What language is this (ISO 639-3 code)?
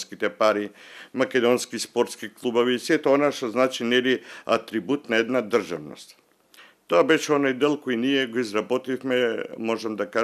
mkd